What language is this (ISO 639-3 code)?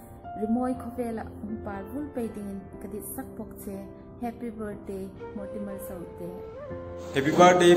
hmr